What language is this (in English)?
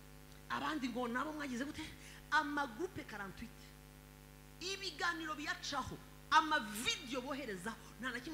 Kinyarwanda